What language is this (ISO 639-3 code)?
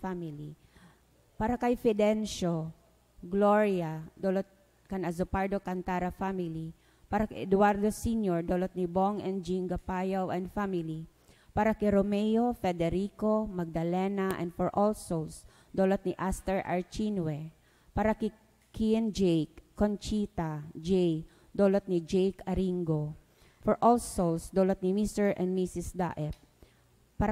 bik